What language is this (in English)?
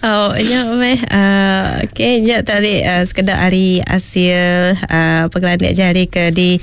Iban